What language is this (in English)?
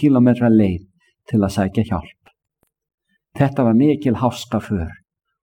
Icelandic